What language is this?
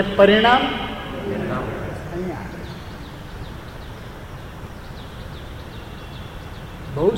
Gujarati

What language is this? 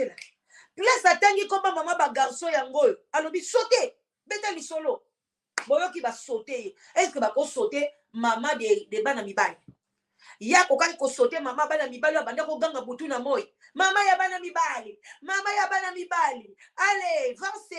Lingala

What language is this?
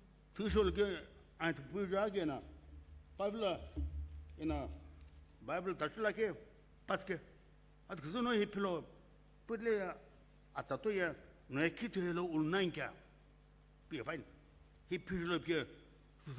Sumi Naga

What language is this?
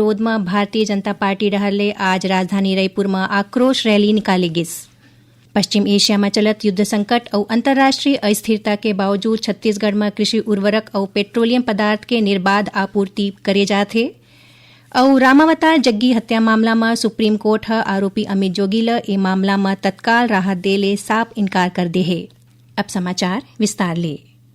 Chhattisgarhi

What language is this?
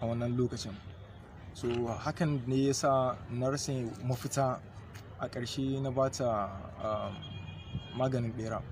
Hausa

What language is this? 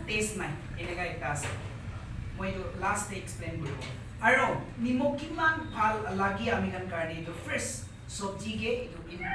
Naga Pidgin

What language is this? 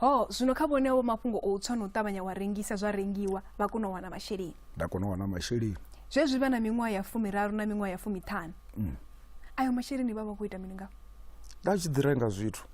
Venda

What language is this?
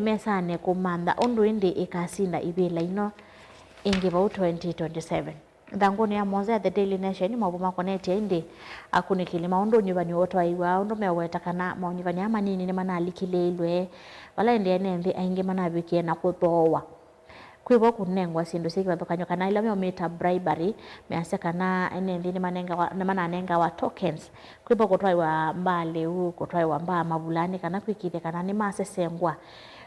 Kamba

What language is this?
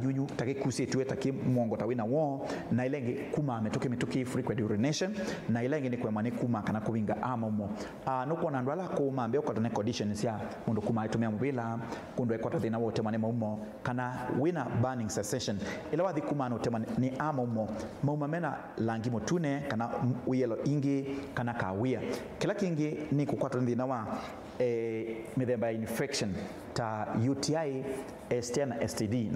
Kamba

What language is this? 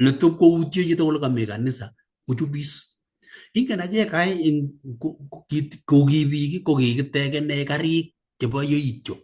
Kalenjin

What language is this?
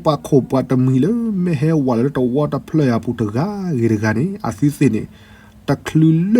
S'gaw Karen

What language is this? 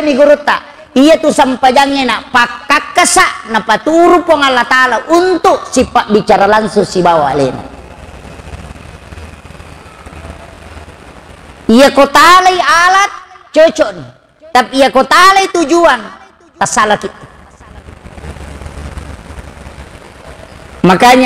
Buginese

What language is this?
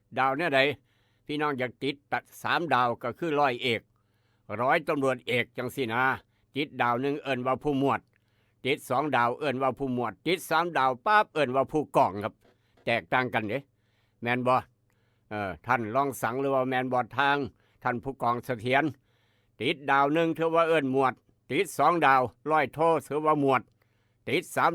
Northeastern Thai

